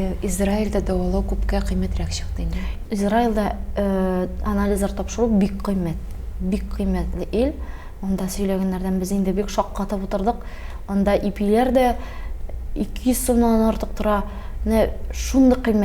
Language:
Tatar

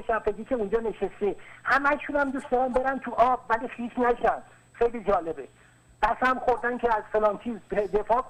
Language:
Persian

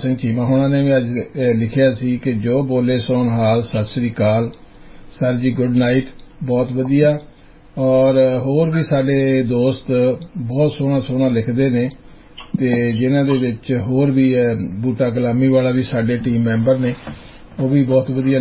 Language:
Punjabi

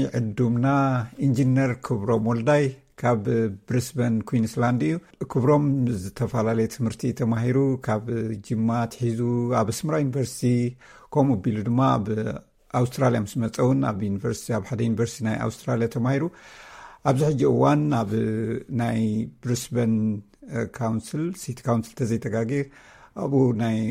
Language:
Tigrinya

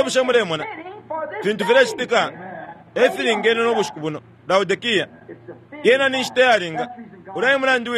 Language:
Bemba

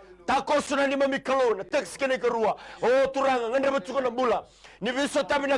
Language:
Fijian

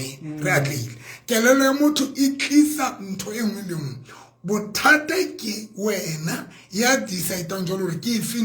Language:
Southern Sotho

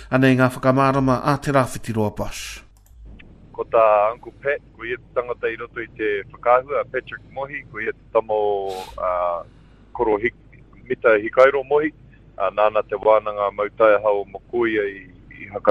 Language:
Māori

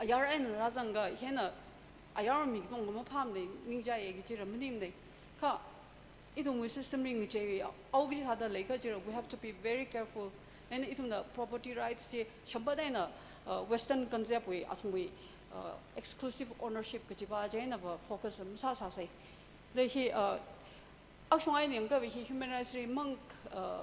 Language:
Tangkhul Naga (India)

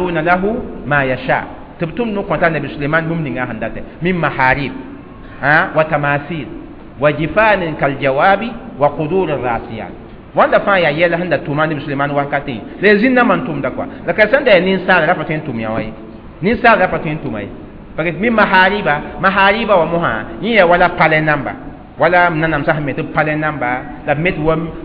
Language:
Mossi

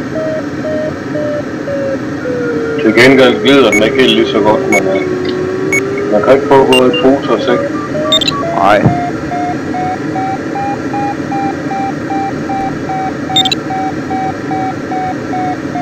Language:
Danish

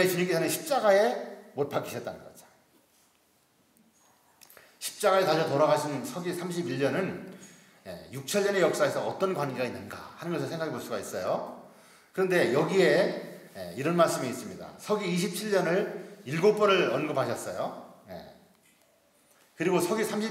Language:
Korean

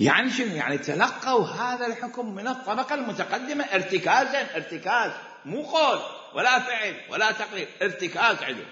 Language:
Mesopotamian Arabic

